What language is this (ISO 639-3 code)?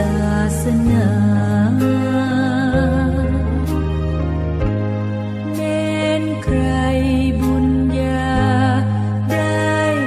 tha